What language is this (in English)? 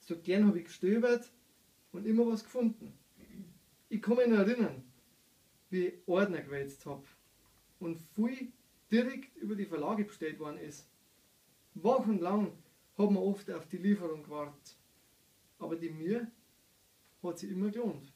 Bavarian